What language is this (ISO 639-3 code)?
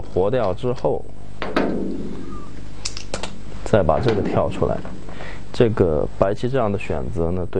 zho